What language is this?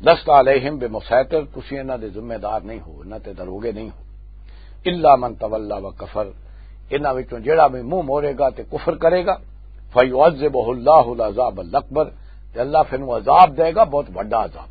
Western Panjabi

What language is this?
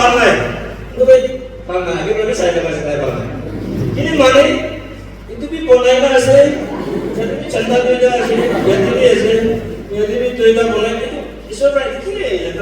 Naga Pidgin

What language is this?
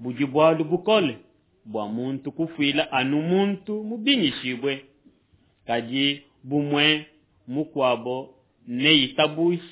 Luba-Lulua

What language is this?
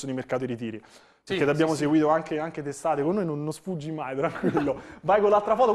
Italian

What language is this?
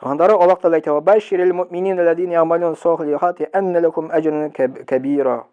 Tatar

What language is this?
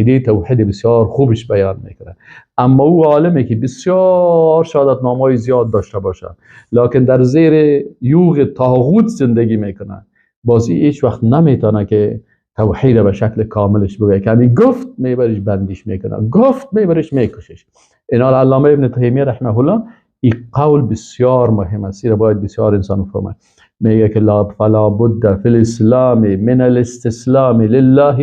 Persian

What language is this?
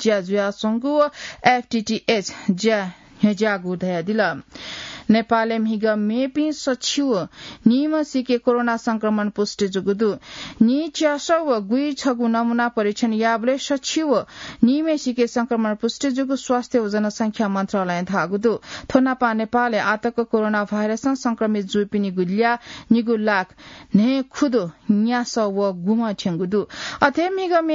Newari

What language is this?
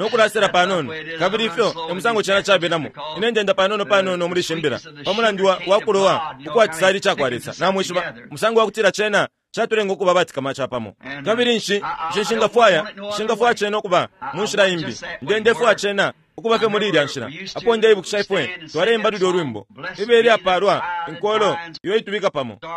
Bemba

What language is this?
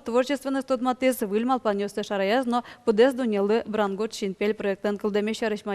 Udmurt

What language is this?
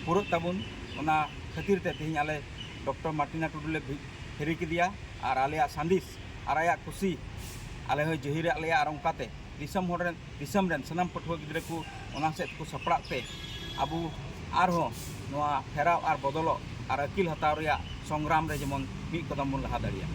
Santali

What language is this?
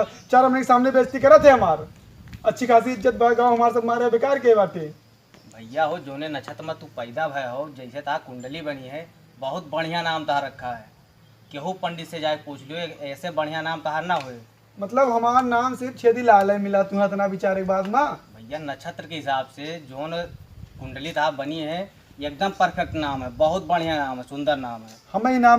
Awadhi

